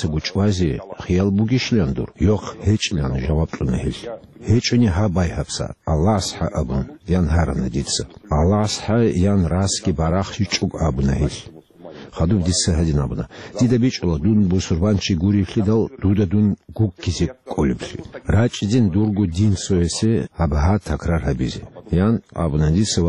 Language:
Avaric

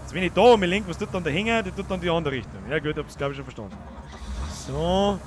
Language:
Bavarian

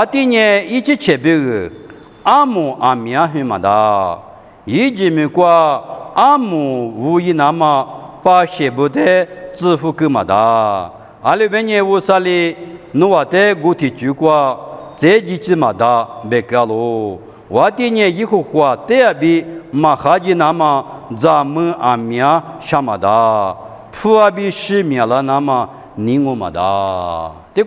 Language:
Lisu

